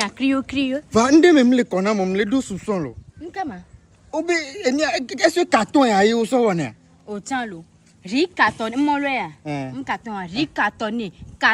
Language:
Ewe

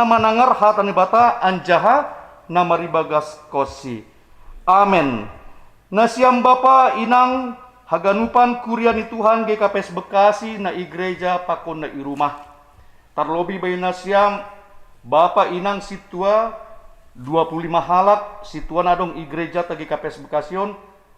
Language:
Batak Simalungun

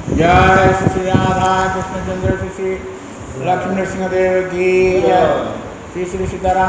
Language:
Odia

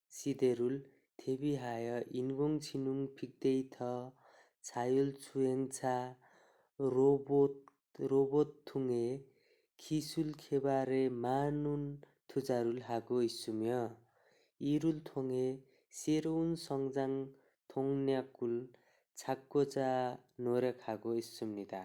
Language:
Nepali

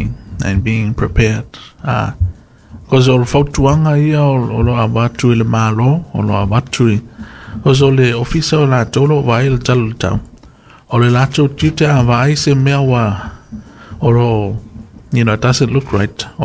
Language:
Samoan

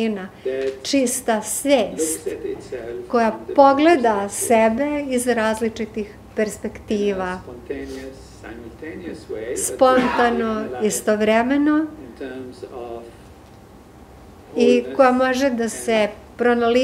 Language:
Serbian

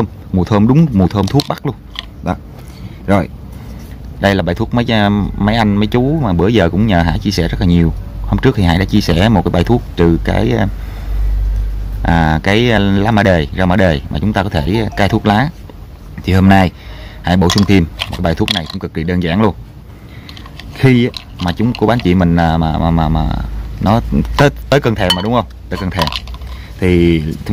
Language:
Vietnamese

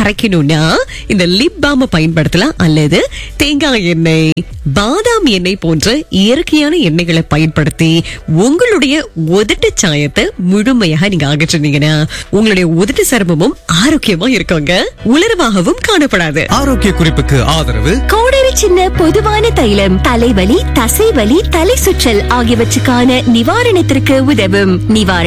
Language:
Tamil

